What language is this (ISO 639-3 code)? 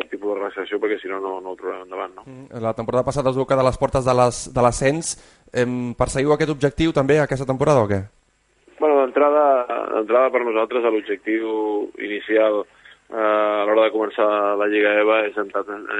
cat